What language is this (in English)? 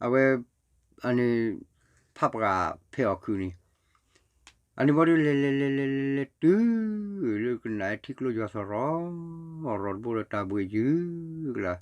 S'gaw Karen